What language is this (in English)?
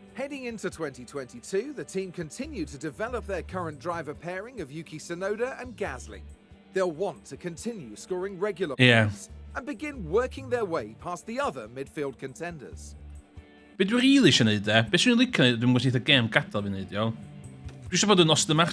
Welsh